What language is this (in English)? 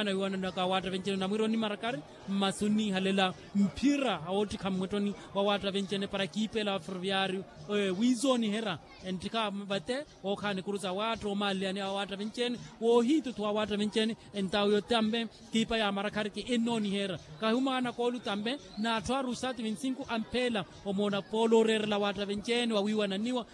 Makhuwa